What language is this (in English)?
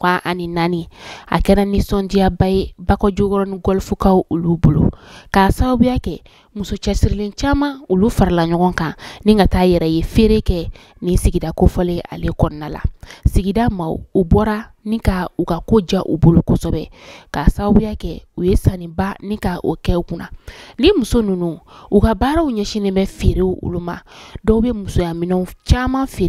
Bambara